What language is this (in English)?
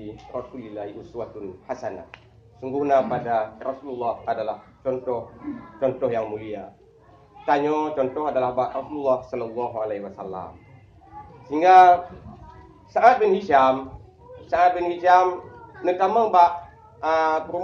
Achinese